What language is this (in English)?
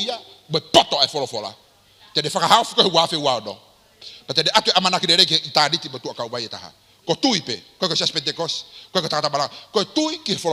Tongan